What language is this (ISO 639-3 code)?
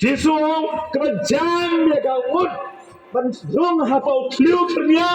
kha